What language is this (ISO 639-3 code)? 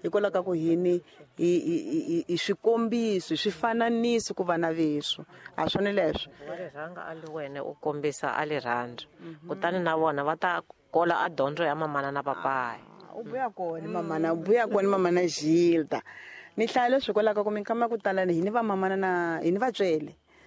tso